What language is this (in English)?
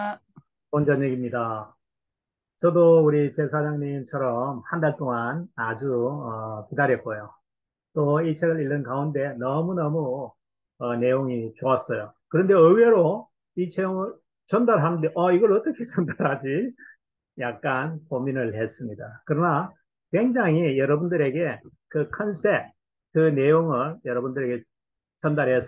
Korean